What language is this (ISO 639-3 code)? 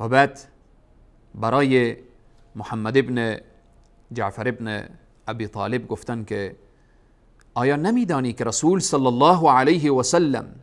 fas